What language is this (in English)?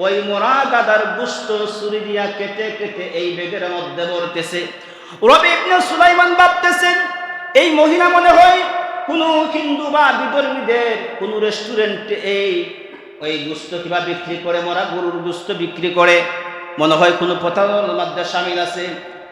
Sylheti